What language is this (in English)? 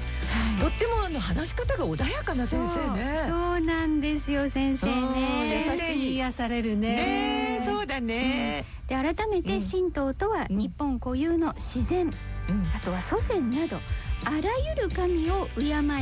Japanese